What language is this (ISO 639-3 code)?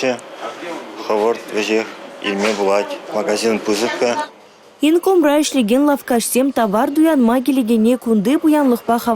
chv